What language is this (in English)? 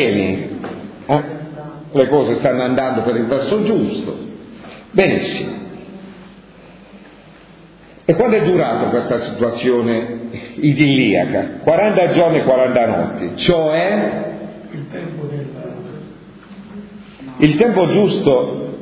Italian